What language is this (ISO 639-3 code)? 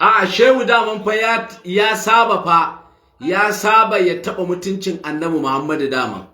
hau